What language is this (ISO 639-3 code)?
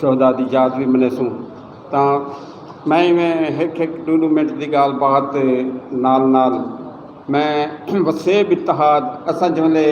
skr